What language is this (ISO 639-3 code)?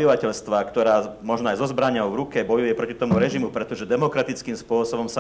slk